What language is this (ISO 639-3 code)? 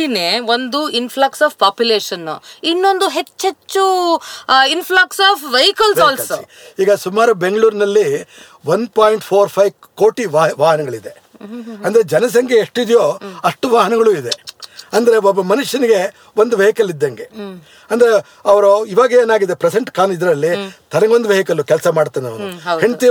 kan